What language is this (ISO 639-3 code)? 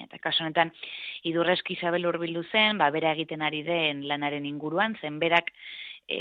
eus